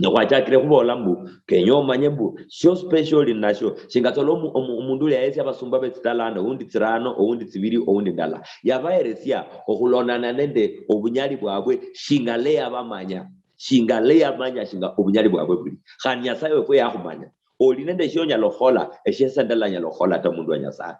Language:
Luyia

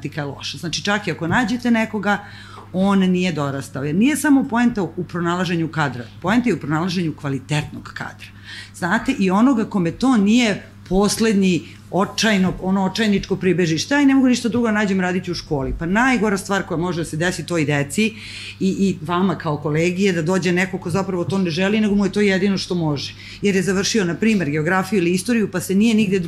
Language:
Serbian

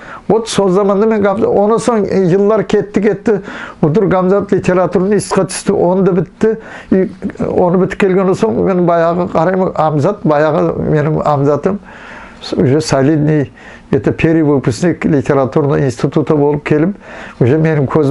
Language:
Nogai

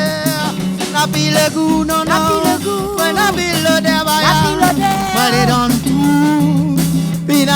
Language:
Réunion Creole French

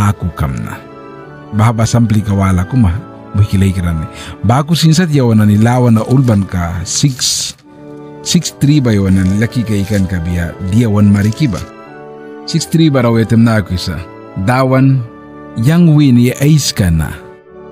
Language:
Mískito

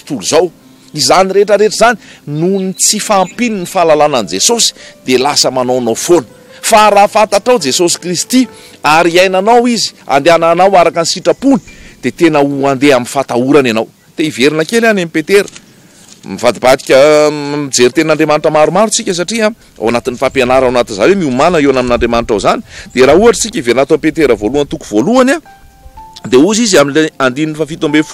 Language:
Malagasy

